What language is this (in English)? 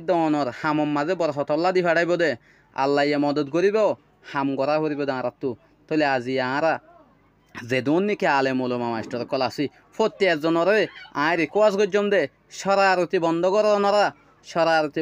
Rohingya